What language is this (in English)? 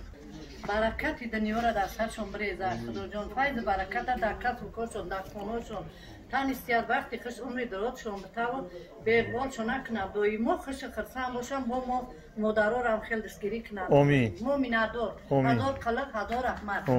Tajik